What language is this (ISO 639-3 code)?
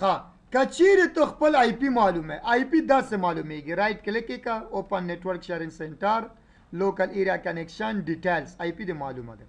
pus